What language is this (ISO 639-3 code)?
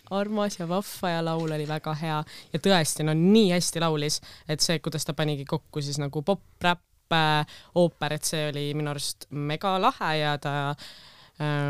est